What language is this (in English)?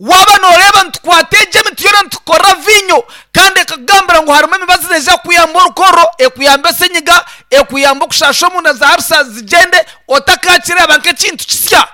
Nyankole